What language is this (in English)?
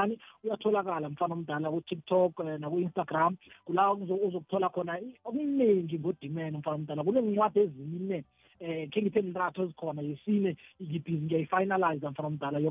South Ndebele